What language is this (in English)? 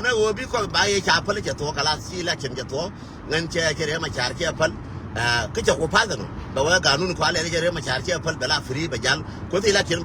Nuer